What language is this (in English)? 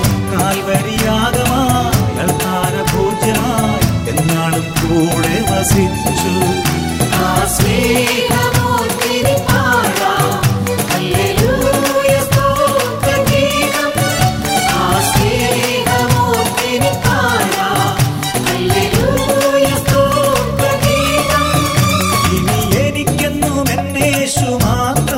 Malayalam